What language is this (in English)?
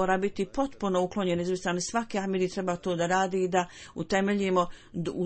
Bosnian